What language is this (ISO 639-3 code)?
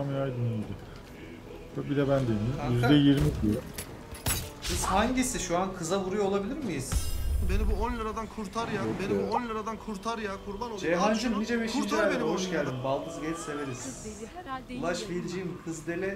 tur